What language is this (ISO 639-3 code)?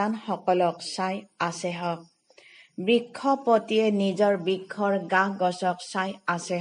asm